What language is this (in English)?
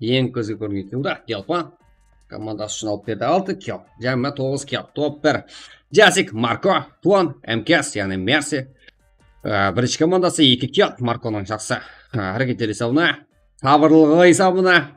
Kara-Kalpak